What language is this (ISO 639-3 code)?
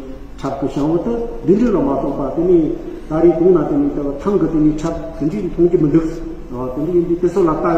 bod